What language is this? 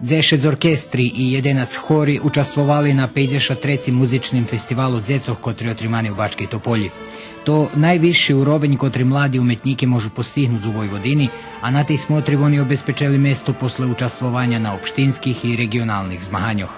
Rusyn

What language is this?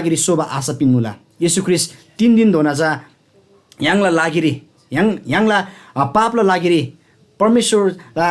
Eastern Tamang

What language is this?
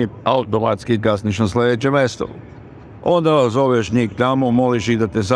Serbian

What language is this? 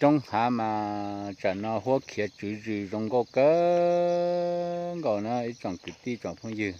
Hmong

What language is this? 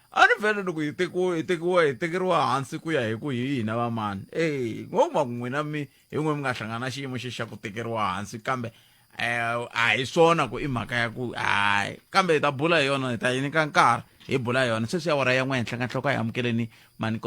Tsonga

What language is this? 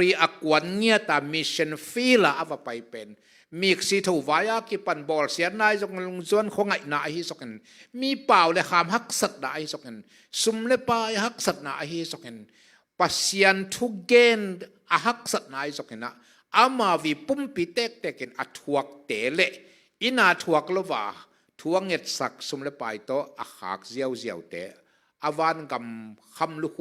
Tedim Chin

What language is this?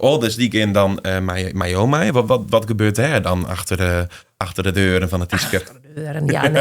Western Frisian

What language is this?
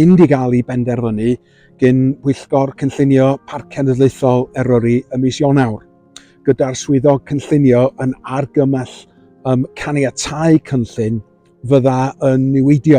Welsh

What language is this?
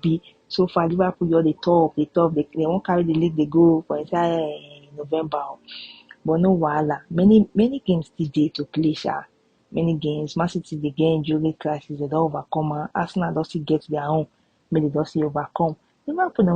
Nigerian Pidgin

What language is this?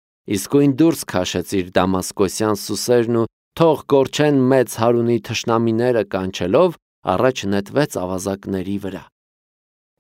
Armenian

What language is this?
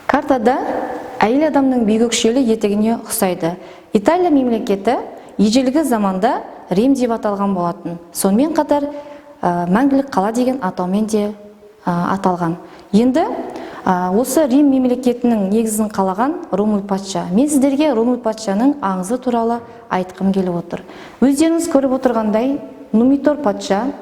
Kazakh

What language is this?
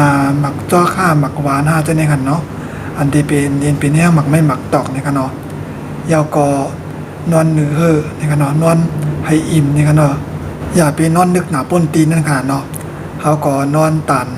Shan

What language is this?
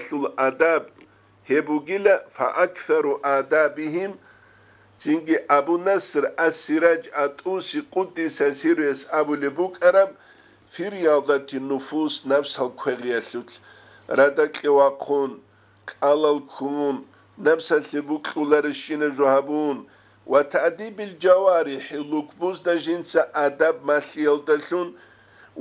Avaric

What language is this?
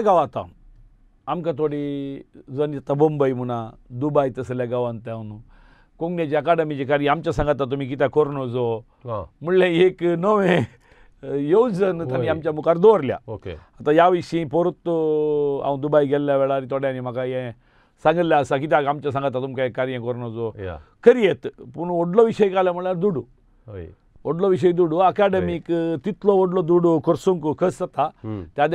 Konkani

